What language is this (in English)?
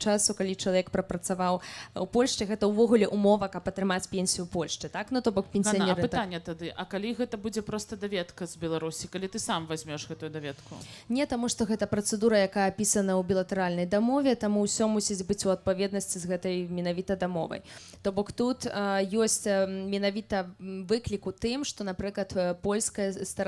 Belarusian